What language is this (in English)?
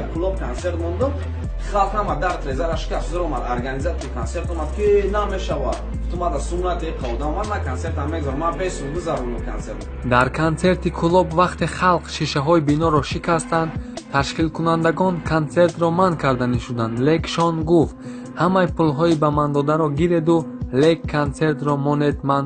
Tajik